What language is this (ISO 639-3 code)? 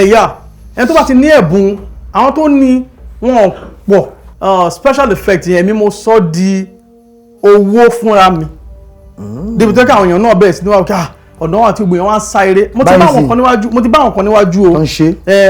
yor